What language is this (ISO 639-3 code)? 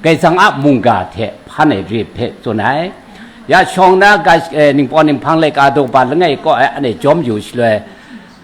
kac